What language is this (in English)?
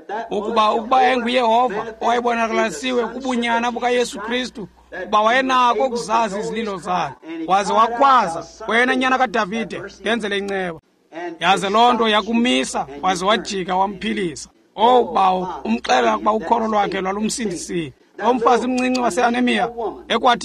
Xhosa